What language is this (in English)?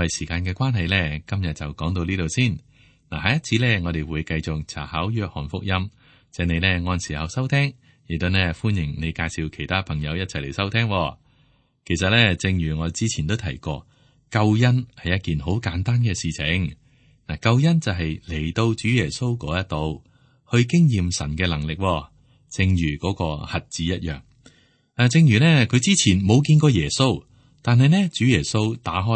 Cantonese